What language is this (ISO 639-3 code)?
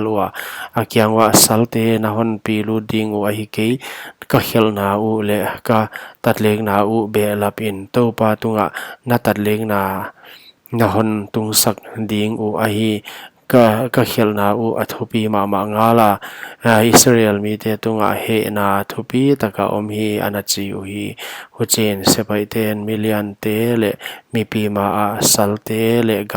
pck